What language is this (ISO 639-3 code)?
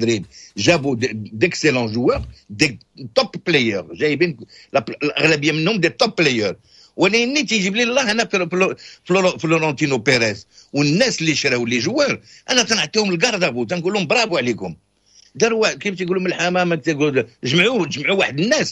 ary